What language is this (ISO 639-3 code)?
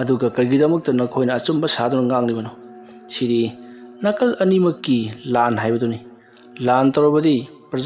mni